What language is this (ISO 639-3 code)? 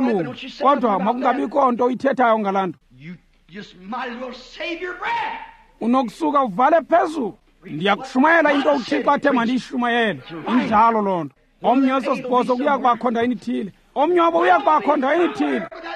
xho